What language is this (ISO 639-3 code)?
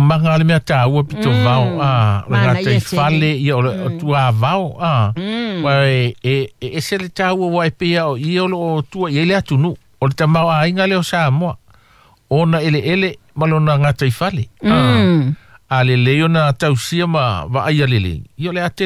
smo